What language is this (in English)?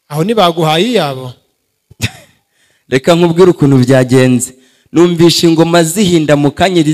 Kinyarwanda